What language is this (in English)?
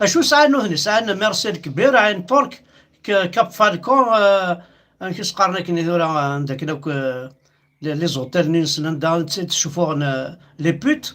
Kabyle